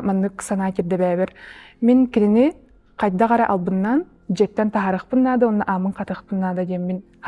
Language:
Yakut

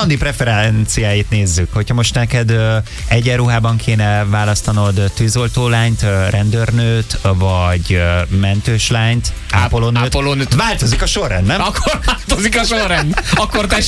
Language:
Hungarian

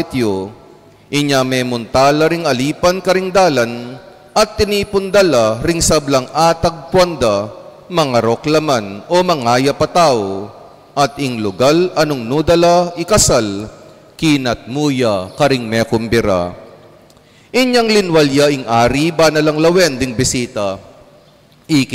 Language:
Pampanga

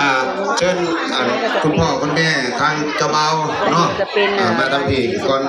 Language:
Northeastern Thai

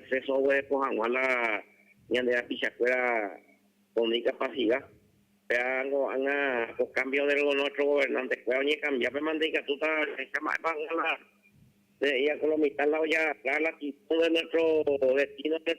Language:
Guarani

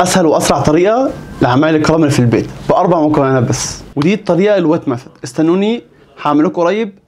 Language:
Egyptian Arabic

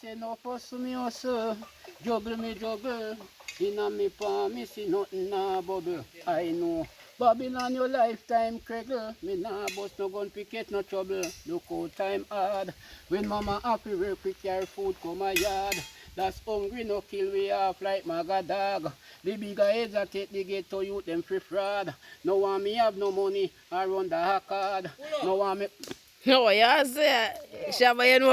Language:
Jamaican Creole English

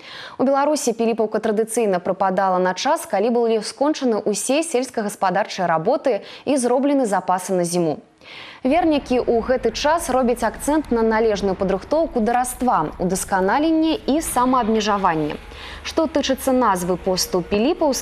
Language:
Belarusian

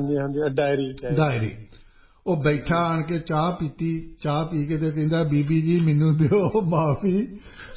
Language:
Punjabi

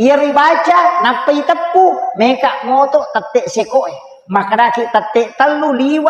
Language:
Buginese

